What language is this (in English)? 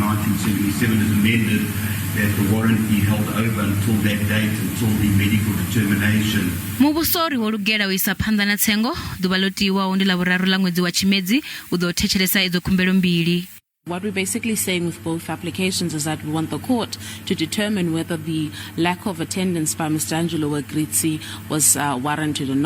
Venda